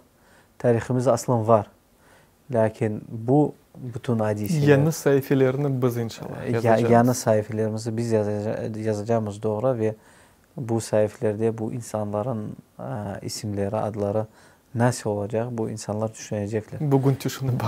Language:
Crimean Tatar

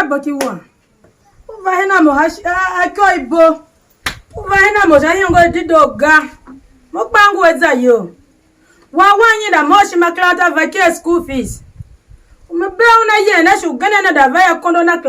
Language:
Tiv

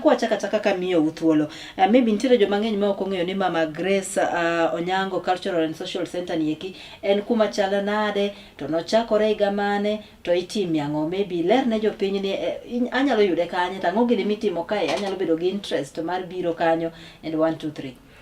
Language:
Luo (Kenya and Tanzania)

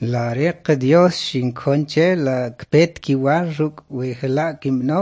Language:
Kʼicheʼ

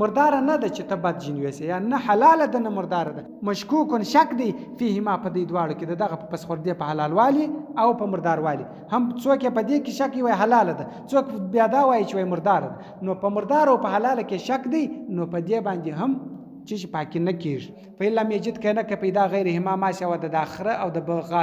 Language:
Pashto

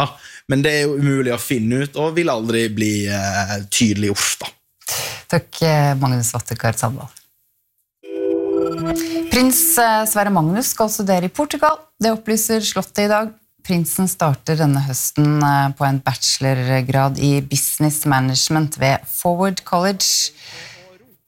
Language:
Norwegian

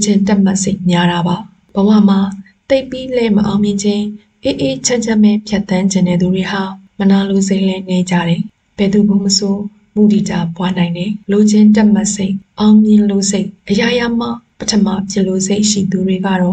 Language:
Burmese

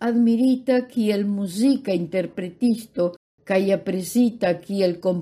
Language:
Esperanto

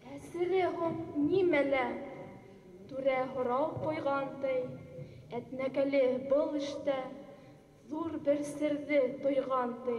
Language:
Bashkir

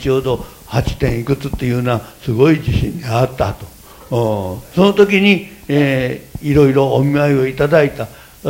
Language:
Japanese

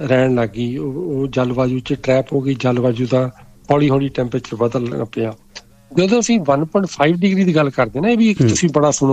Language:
Punjabi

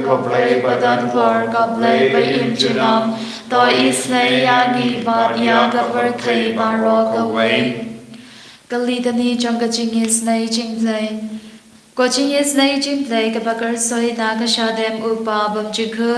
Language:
Khasi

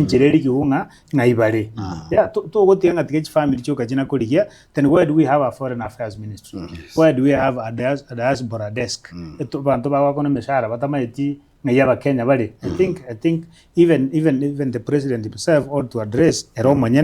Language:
Gusii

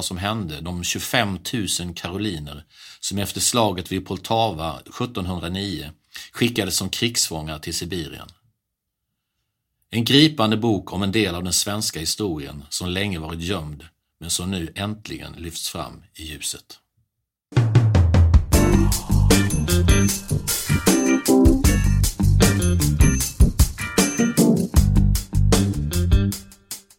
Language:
Swedish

